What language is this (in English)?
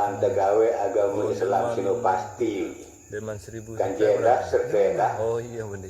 Sasak